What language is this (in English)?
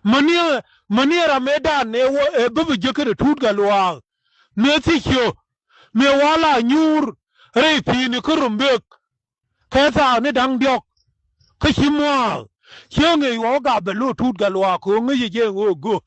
Nuer